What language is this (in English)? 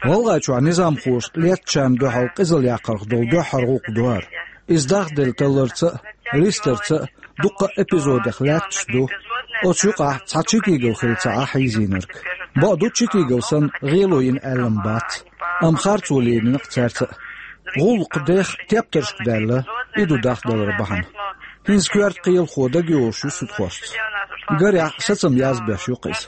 Chechen